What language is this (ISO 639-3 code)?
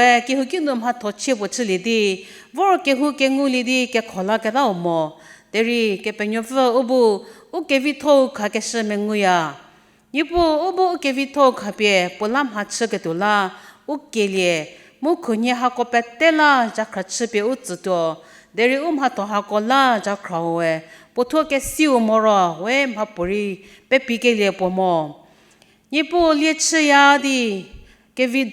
njm